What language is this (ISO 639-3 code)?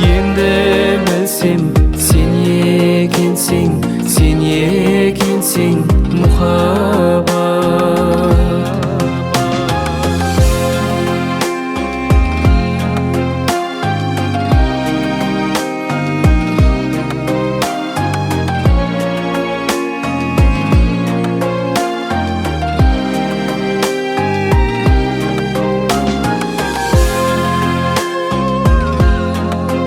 kaz